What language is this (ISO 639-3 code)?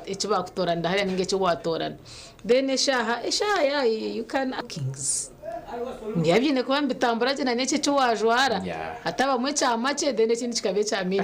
nyn